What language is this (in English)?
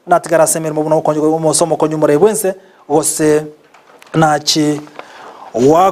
Gusii